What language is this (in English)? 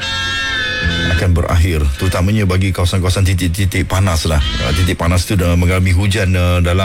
Malay